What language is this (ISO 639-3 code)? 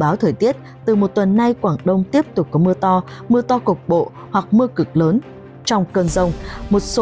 vie